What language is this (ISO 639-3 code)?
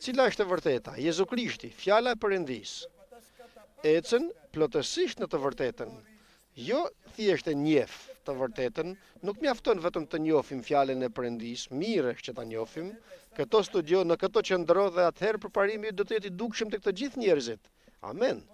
sqi